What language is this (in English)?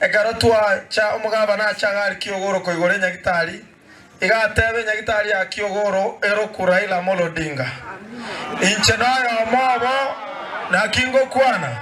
Gusii